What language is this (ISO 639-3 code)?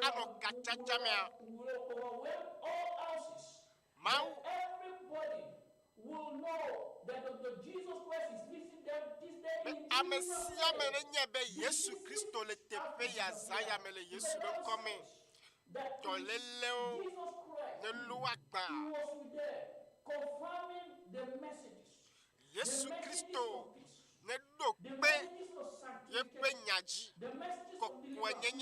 ewe